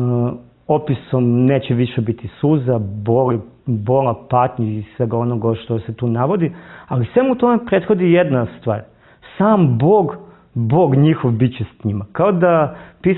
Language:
Serbian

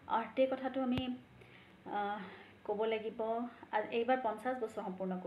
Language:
Assamese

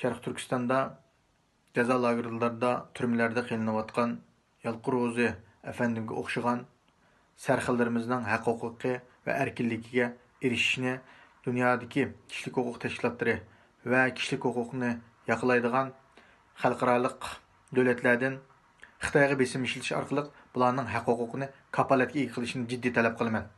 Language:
Uyghur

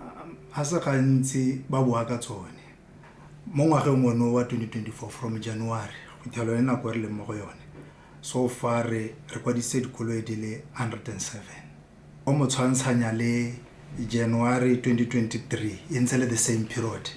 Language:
Tswana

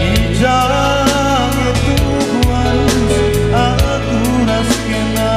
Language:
Batak Karo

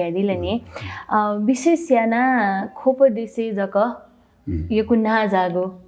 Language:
Newari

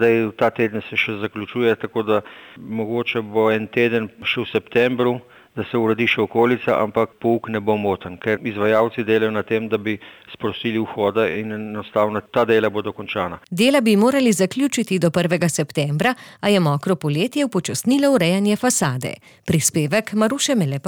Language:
Slovenian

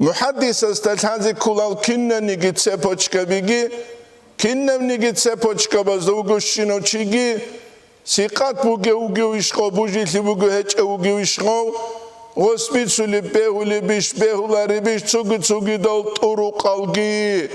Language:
Avaric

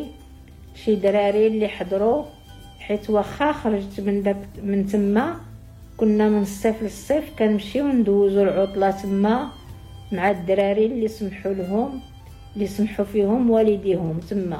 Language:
Moroccan Arabic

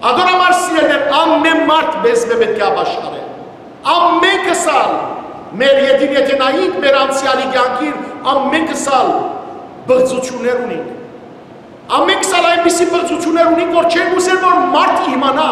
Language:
Western Armenian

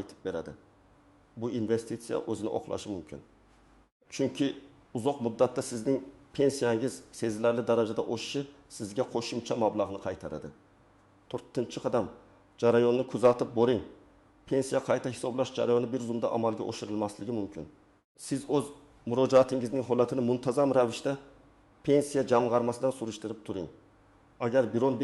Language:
Uzbek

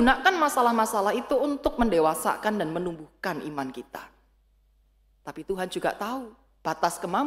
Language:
Indonesian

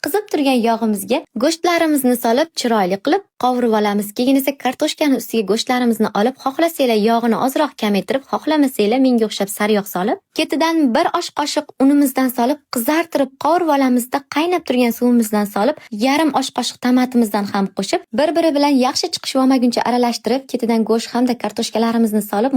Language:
Uzbek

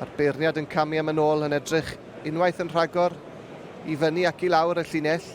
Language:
Welsh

